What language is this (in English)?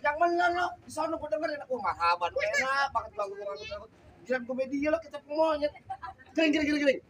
Betawi